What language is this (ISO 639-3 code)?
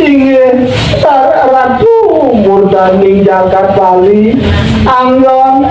ban